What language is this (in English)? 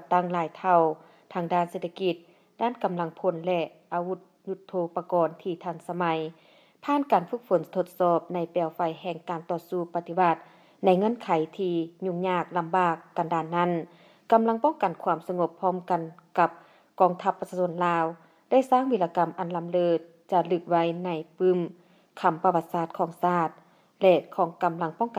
Lao